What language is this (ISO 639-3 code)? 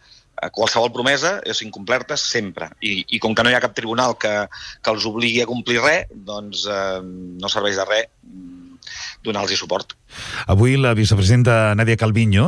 cat